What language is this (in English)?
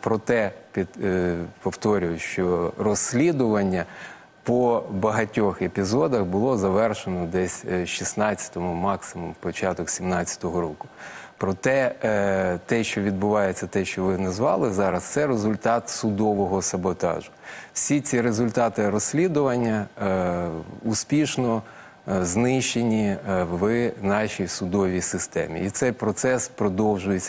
Ukrainian